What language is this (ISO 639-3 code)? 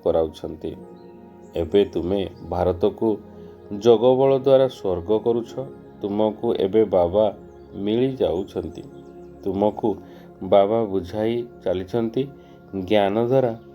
ori